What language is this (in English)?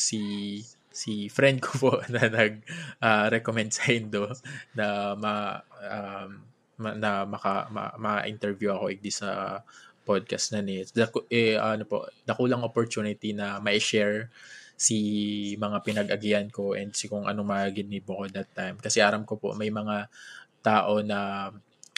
Bikol